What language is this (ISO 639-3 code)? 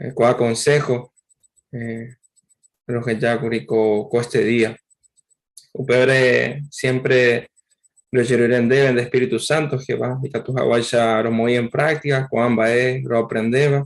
grn